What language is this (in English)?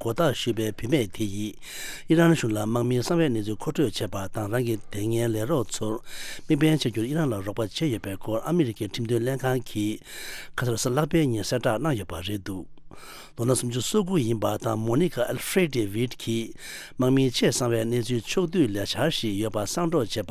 Tibetan